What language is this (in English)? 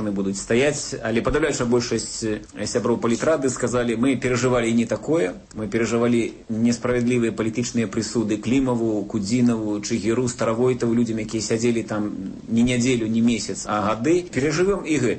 Belarusian